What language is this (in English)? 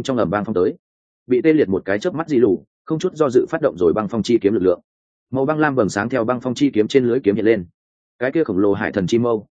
Vietnamese